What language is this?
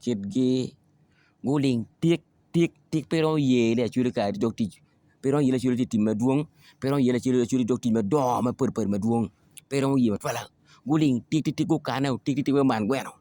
Acoli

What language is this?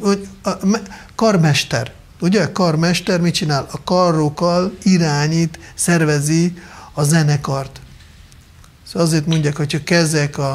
Hungarian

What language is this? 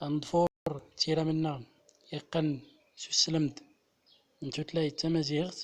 Central Atlas Tamazight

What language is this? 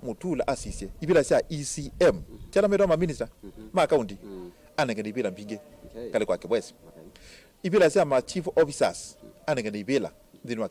Kamba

